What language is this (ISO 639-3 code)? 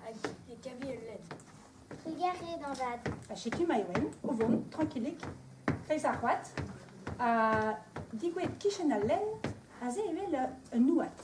bre